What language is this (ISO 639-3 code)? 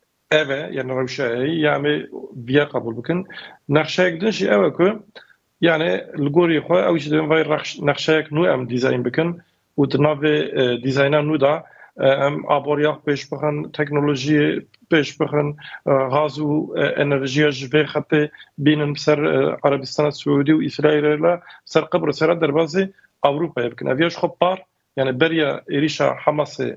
kur